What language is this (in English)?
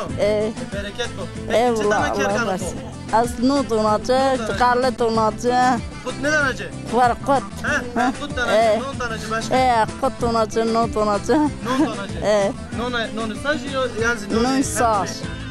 Zaza